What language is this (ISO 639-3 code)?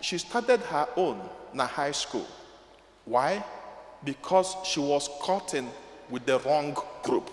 ibo